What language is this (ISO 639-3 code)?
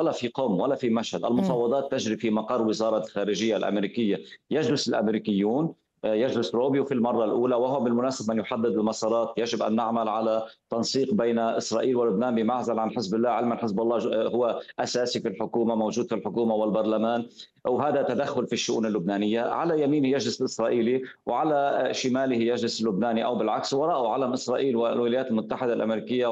ara